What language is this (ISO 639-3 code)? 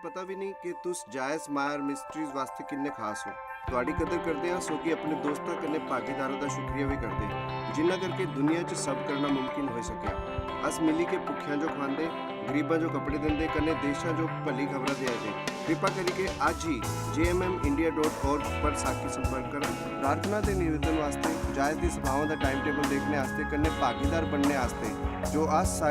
doi